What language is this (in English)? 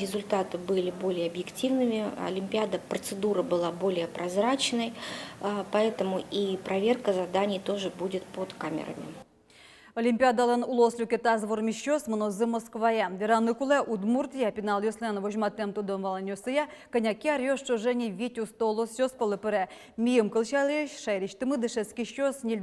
Udmurt